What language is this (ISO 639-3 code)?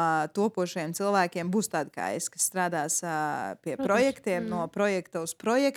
lav